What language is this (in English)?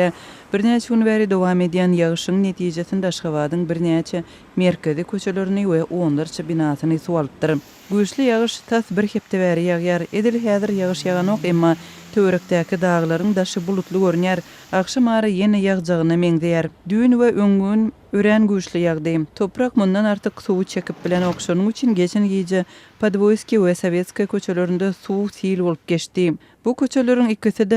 Turkmen